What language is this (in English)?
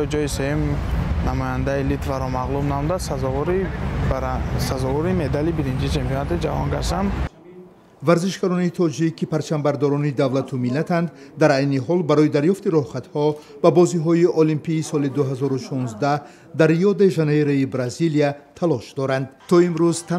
Tajik